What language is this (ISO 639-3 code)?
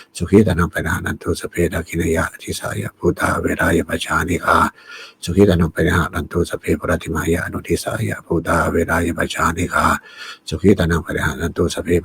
pli